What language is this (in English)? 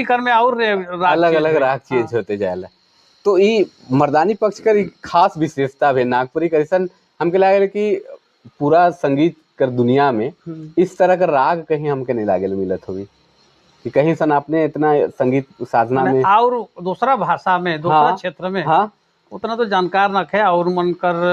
Sadri